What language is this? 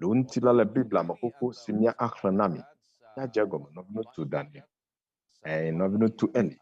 Ewe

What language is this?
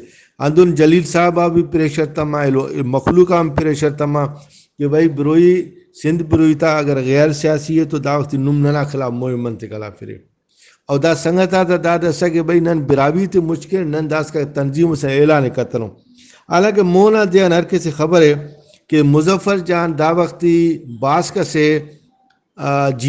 Brahui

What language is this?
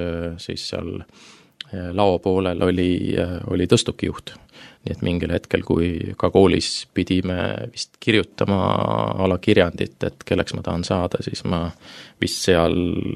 Estonian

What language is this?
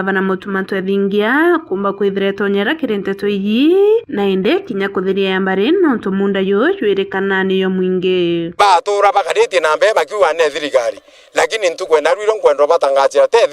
Meru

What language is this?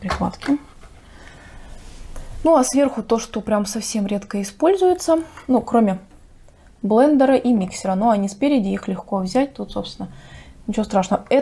Russian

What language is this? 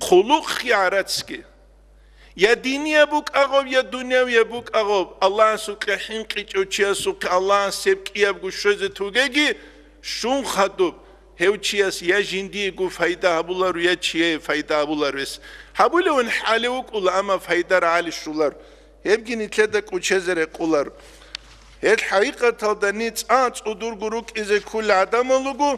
Avaric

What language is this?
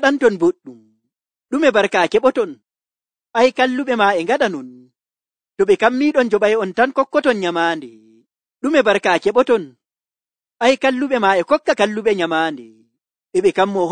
Nigerian Fulfulde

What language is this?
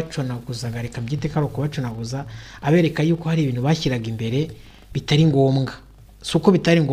Kinyarwanda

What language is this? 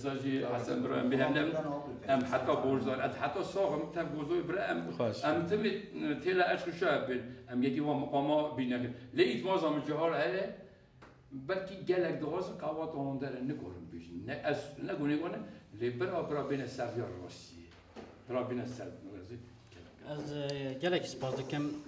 Kurdish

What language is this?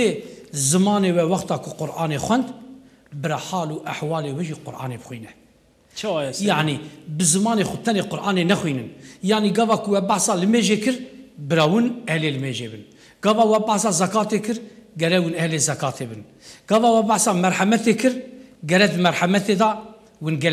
Kurdish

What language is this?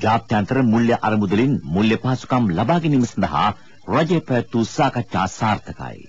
Sinhala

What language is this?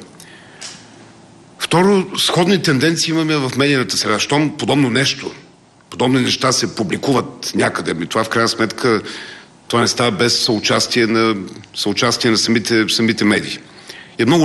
Bulgarian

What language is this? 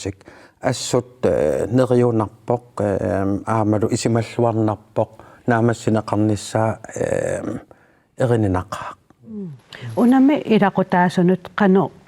Kalaallisut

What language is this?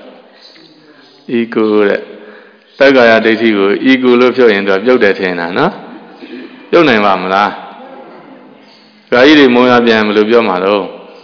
Burmese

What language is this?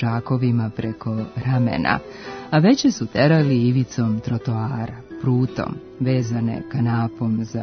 Serbian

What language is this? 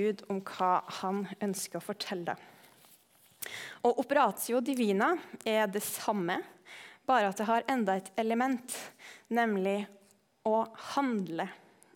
Norwegian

